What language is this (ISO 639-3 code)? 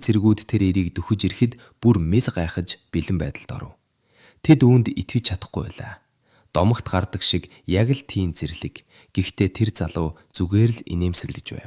mon